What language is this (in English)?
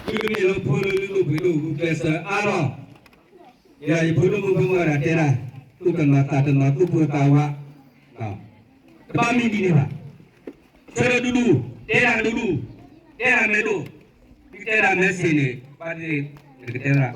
S'gaw Karen